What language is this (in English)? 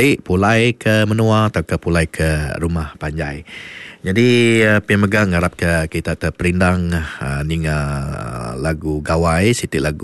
Iban